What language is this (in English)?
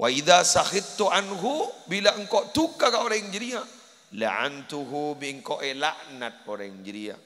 Madurese